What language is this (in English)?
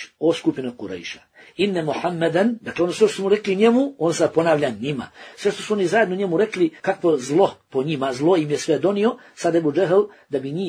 Bosnian